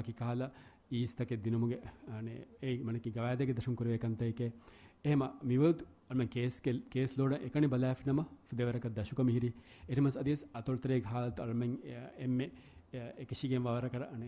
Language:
Divehi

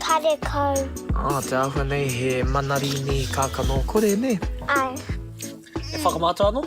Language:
Māori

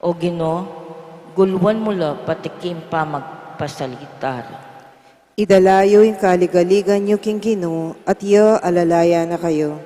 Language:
Pampanga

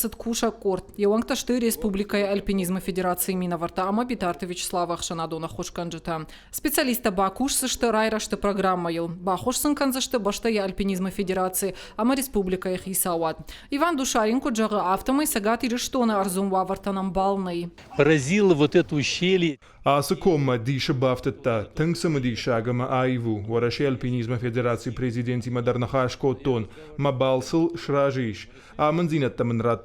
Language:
Ossetic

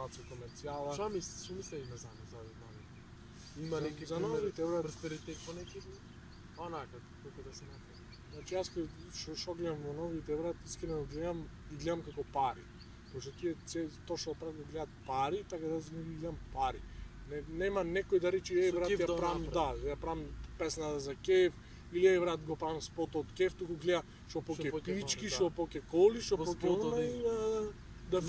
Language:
Macedonian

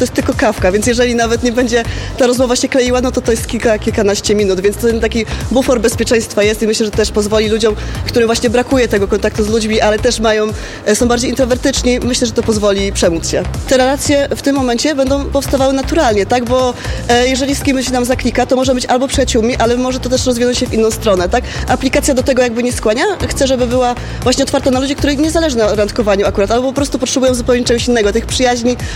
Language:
Polish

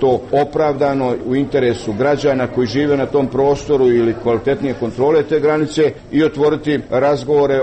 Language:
Croatian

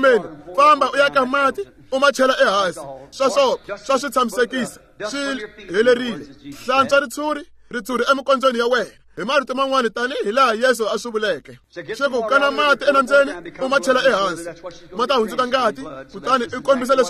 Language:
Tsonga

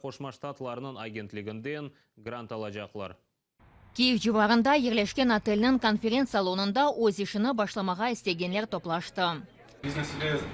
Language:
Crimean Tatar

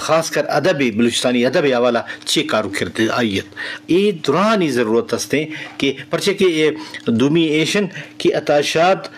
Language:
Eastern Balochi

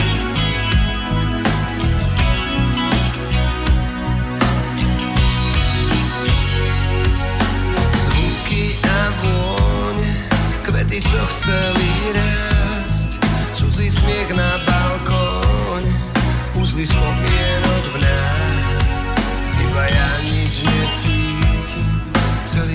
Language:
Slovak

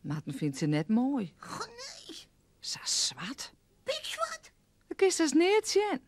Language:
Western Frisian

